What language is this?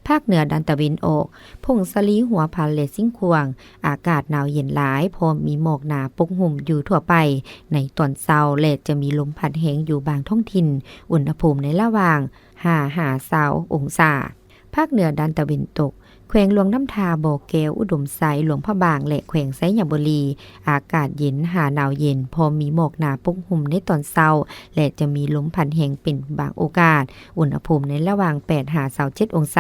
Lao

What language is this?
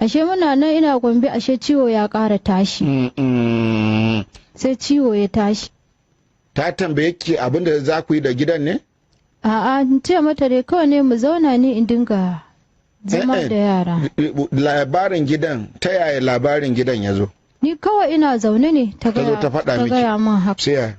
Hausa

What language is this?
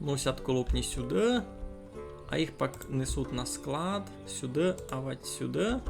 Rusyn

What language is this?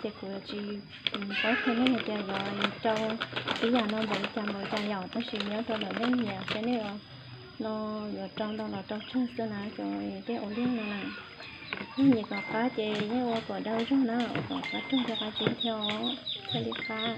Hmong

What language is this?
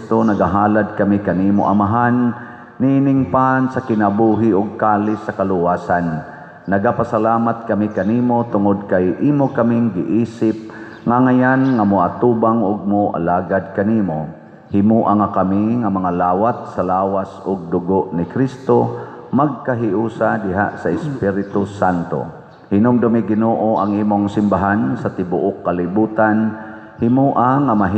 Cebuano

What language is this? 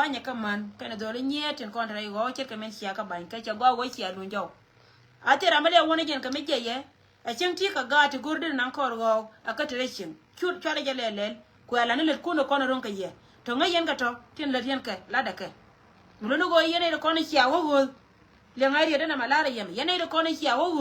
Nuer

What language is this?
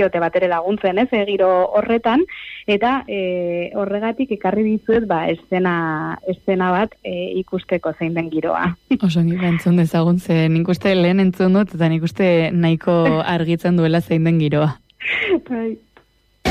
Basque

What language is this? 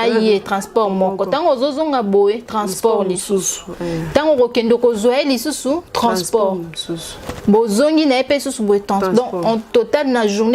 Lingala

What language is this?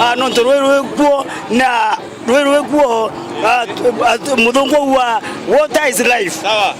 Meru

